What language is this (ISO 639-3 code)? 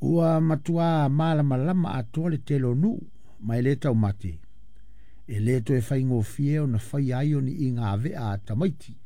smo